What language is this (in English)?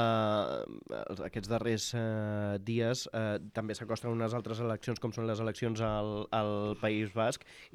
Catalan